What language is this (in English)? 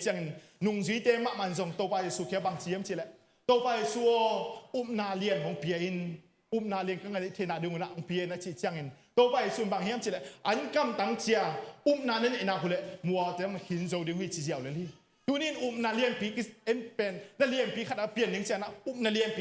Tedim Chin